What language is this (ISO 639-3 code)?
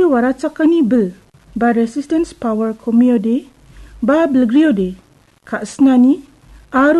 grt